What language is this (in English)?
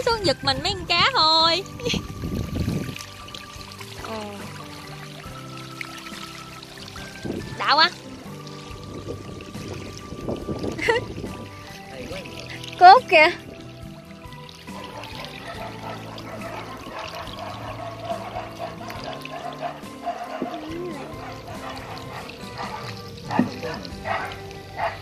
Vietnamese